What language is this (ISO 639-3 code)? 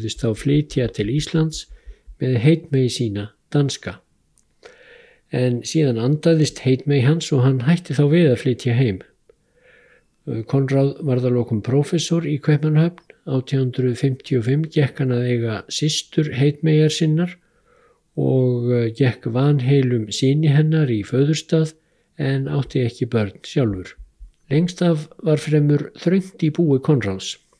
isl